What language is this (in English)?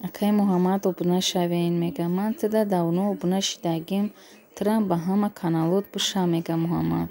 Tajik